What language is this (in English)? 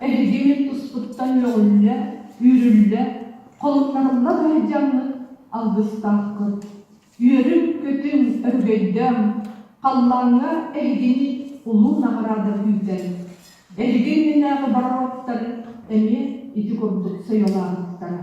Yakut